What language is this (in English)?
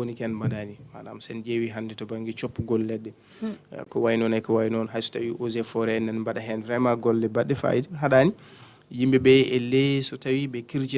Fula